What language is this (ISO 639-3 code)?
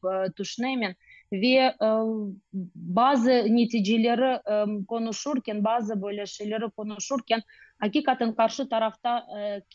crh